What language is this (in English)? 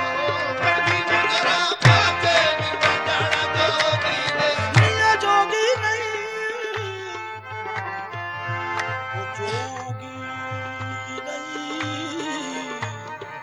Punjabi